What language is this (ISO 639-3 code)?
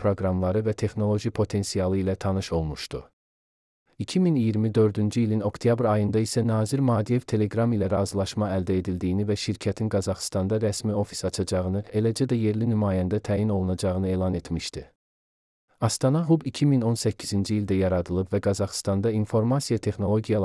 aze